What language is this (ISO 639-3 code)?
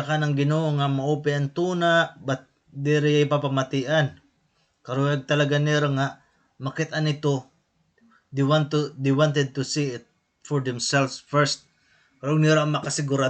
war